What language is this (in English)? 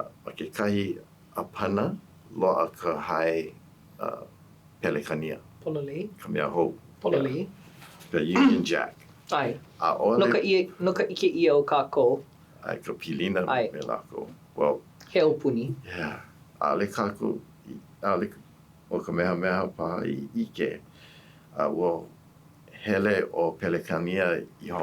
Hawaiian